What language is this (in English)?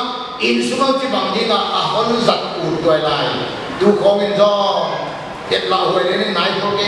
Paite Chin